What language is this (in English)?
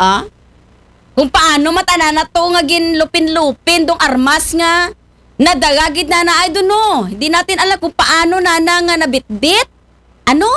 Aklanon